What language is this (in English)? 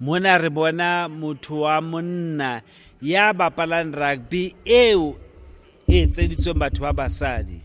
Southern Sotho